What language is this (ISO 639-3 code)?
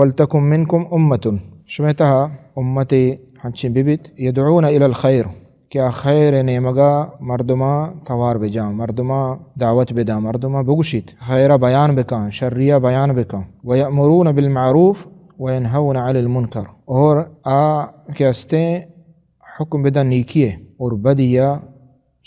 bal